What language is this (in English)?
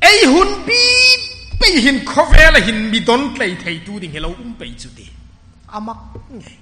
Hmar